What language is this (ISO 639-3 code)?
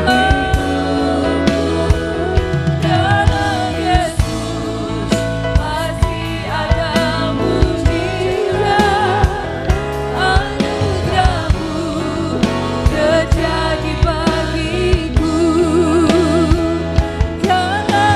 ind